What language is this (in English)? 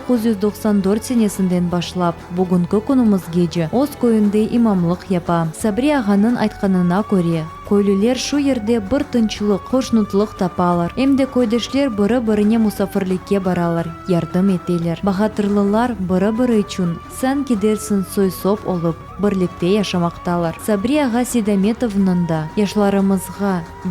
Crimean Tatar